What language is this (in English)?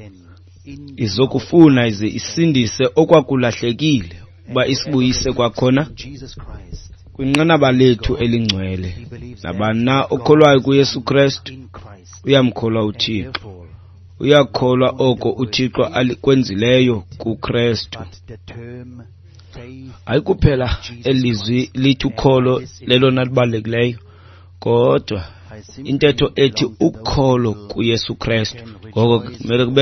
Xhosa